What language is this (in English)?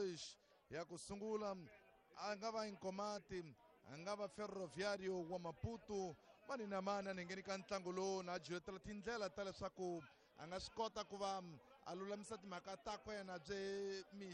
Tsonga